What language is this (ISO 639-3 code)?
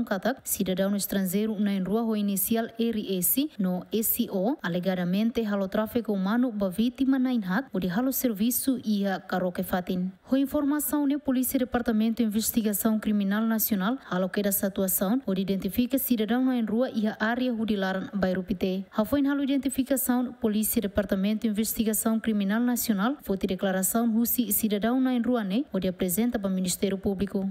tet